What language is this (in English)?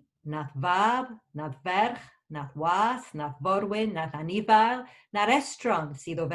Welsh